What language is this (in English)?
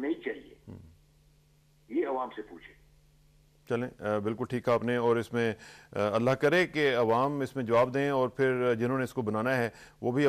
Urdu